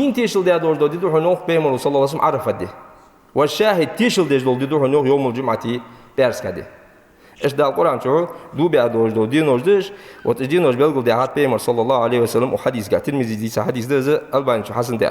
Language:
Ingush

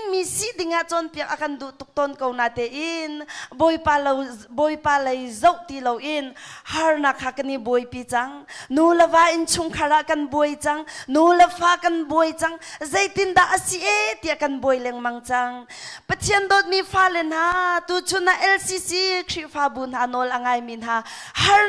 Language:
Hakha Chin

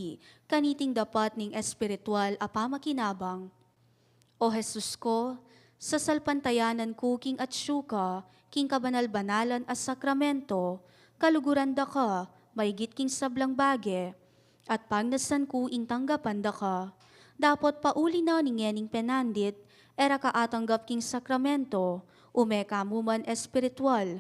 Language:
Pampanga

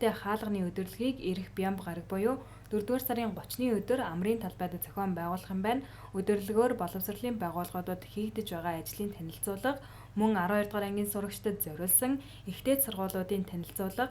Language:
Mongolian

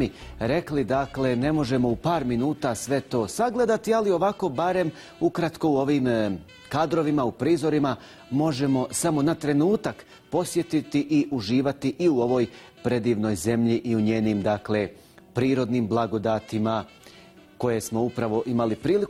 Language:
Bosnian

